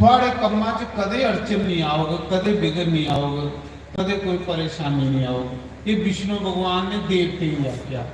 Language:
Dogri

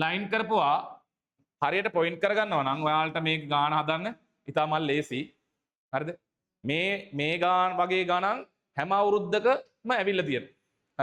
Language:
Sinhala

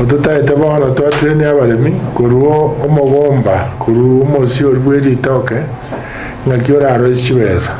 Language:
Gusii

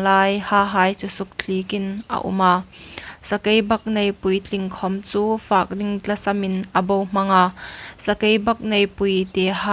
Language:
Hmar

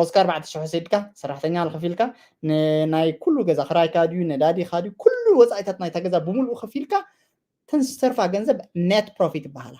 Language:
Tigrinya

